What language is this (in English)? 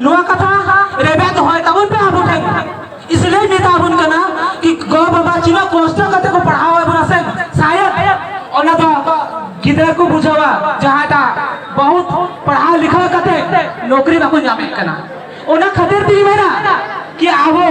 Santali